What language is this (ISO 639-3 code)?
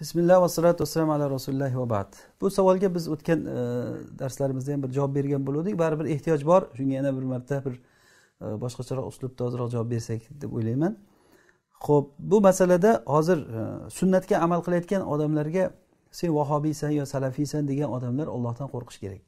uig